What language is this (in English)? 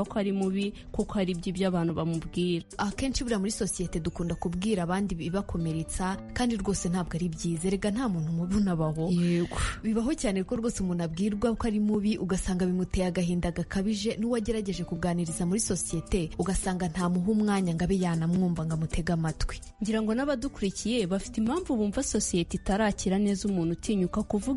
Kinyarwanda